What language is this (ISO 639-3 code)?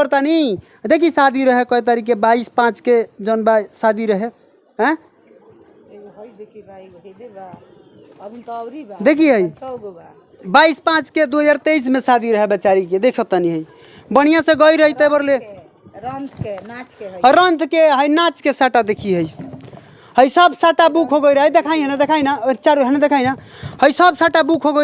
bho